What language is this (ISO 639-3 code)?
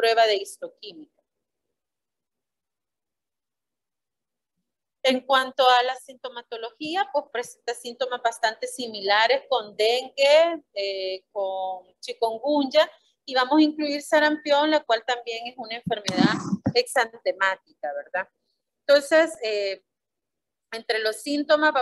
spa